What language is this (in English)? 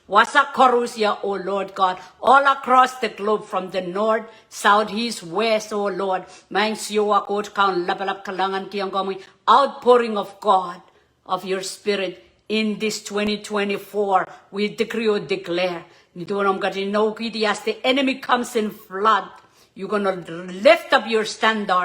Pohnpeian